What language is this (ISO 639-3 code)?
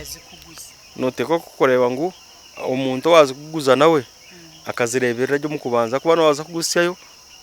nyn